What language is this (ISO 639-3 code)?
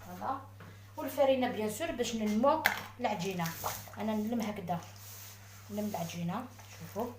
arq